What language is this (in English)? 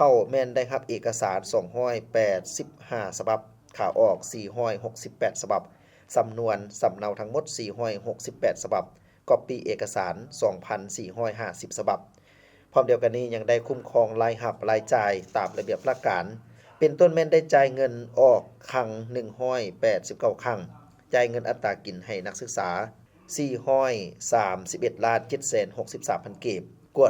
Lao